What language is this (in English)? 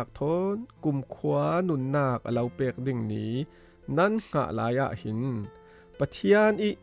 Falam Chin